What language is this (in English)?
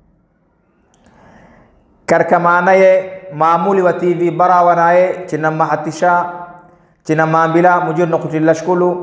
Swahili